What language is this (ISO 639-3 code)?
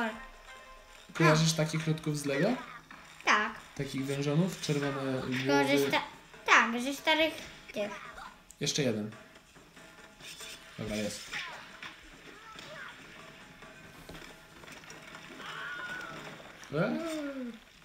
pol